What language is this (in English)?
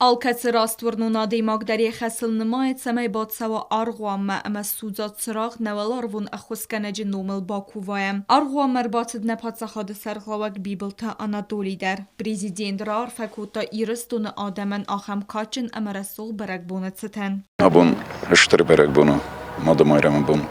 Ossetic